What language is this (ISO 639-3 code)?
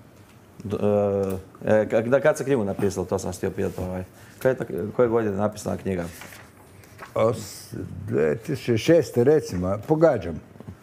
hrv